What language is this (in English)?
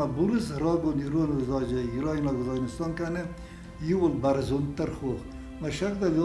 Ossetic